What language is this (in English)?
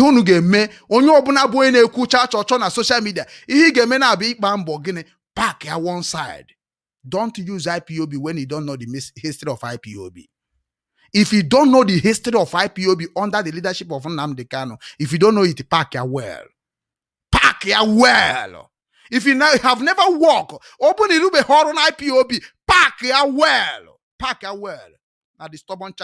Igbo